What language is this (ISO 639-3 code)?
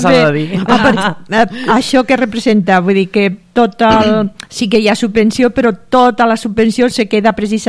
cat